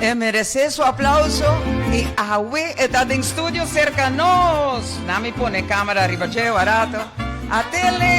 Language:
Papiamento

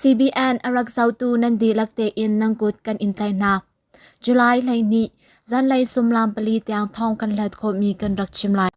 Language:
Hakha Chin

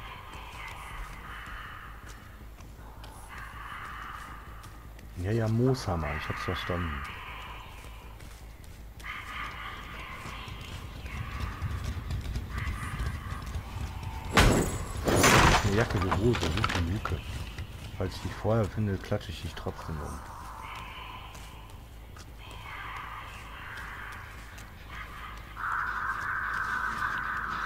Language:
German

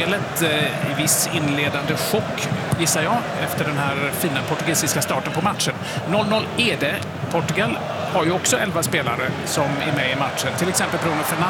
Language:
Swedish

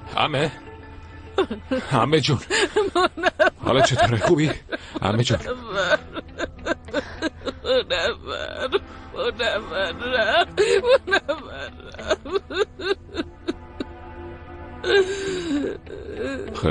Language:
Persian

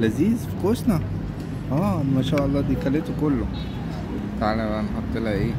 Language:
Egyptian Arabic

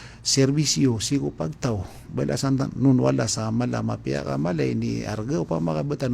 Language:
Maranao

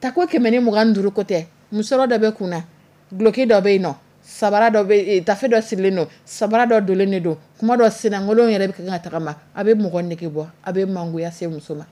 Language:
Dyula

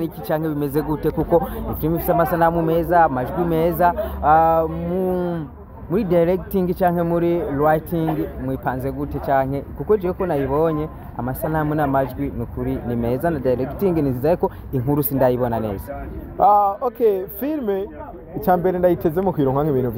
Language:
Rundi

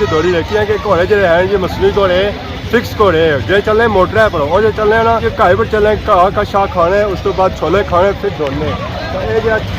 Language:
Pahari-Potwari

